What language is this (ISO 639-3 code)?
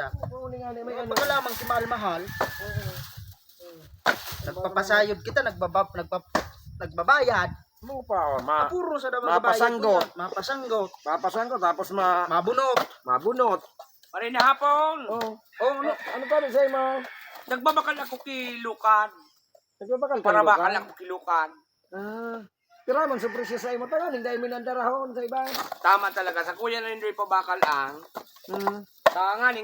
bik